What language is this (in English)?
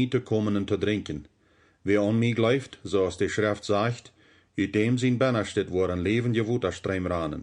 Plautdietsch